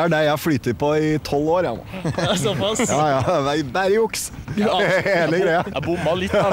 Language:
Norwegian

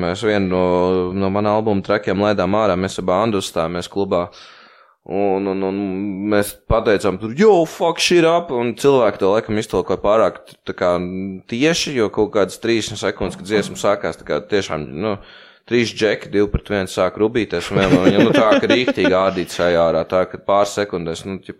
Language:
Latvian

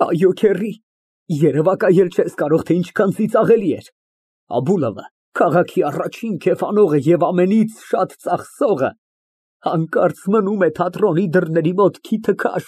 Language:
Armenian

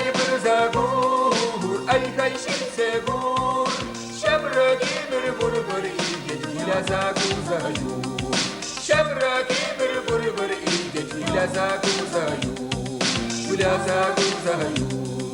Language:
Chuvash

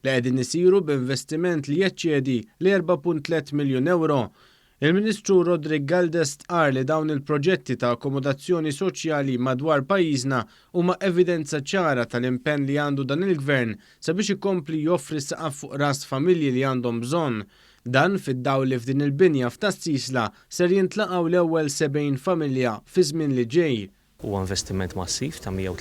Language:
Maltese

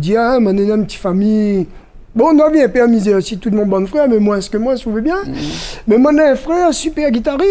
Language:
Réunion Creole French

